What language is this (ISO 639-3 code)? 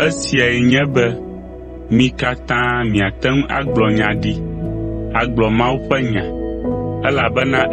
ewe